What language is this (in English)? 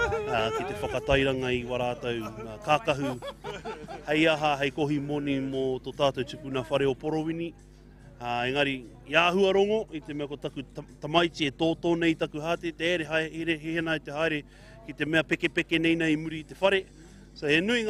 Māori